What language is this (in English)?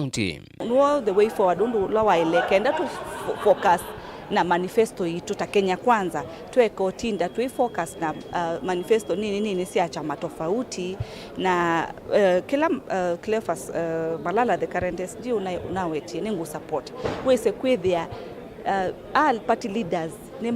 Kamba